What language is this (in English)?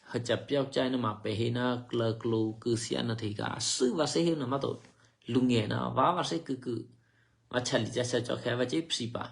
Eastern Kayah